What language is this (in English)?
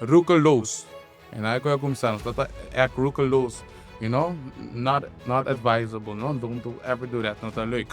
Papiamento